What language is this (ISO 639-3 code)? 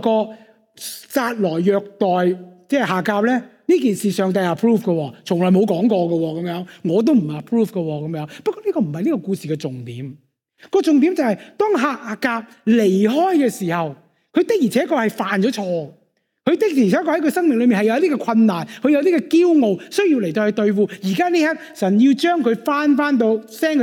yue